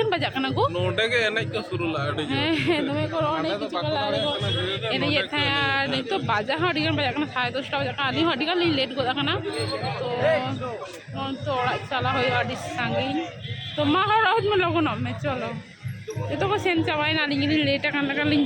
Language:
Santali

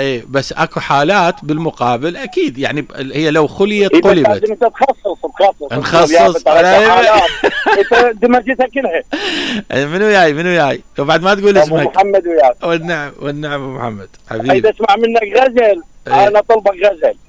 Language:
Mesopotamian Arabic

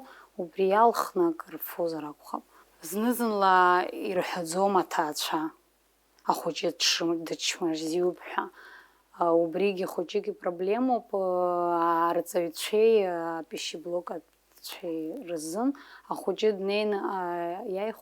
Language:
Abkhazian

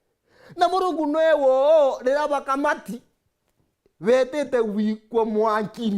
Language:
Meru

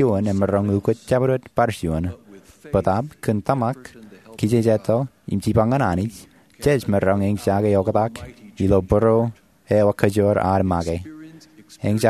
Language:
Marshallese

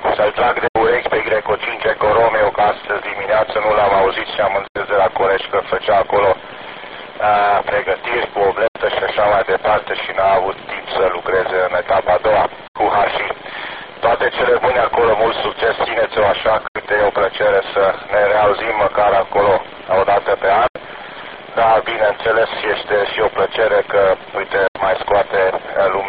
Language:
Romanian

